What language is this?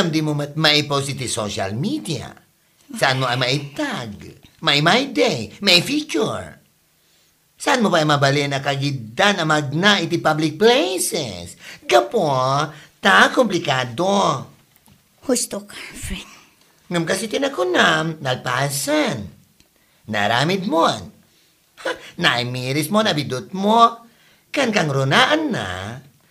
Iloko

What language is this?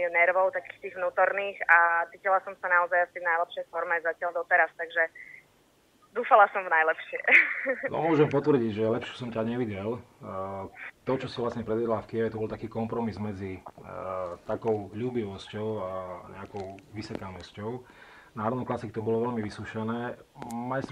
Slovak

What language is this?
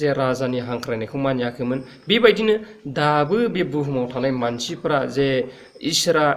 Bodo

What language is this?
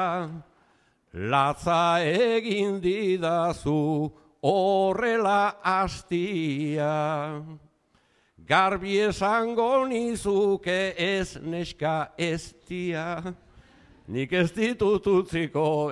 Basque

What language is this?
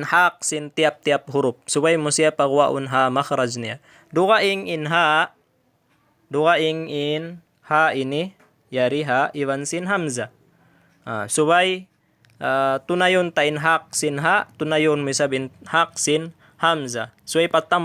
Tausug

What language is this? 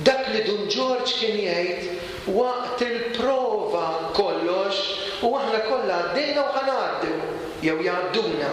Maltese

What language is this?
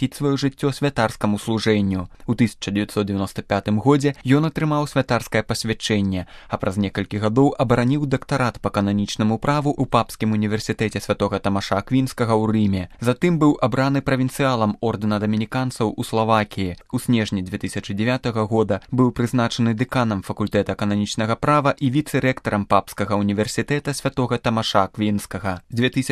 Belarusian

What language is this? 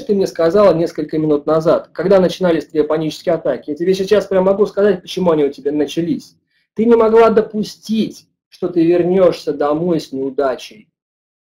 Russian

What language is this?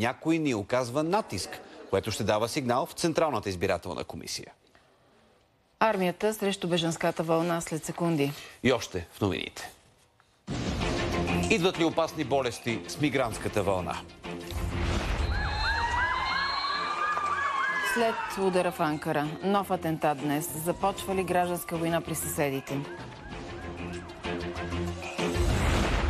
Bulgarian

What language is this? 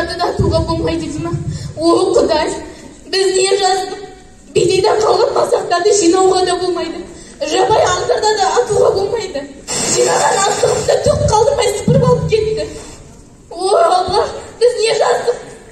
Kazakh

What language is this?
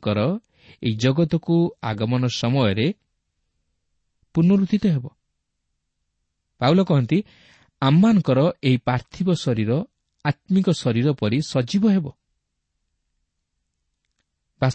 Odia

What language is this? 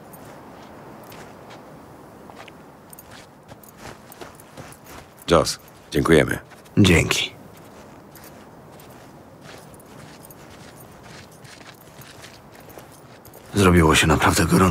Polish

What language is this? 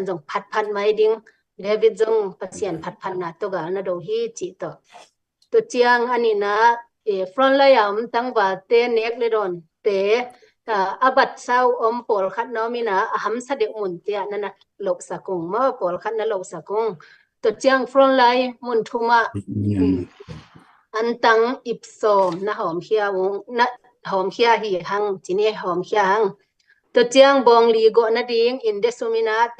Tedim Chin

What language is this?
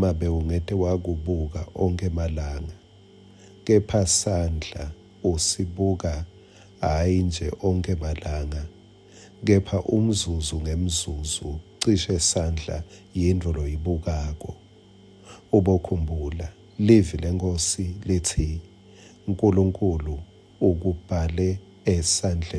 Swati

